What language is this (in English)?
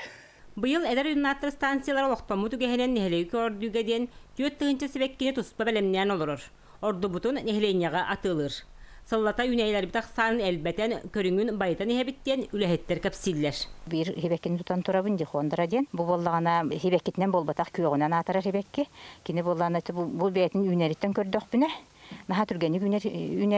Yakut